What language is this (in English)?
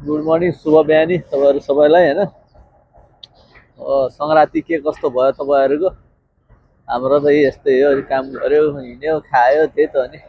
Nepali